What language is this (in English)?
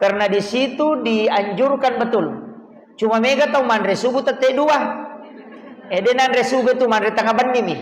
Buginese